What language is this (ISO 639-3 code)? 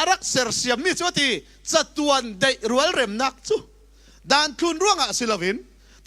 cfm